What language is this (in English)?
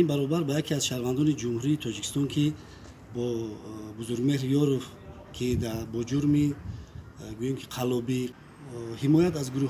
Tajik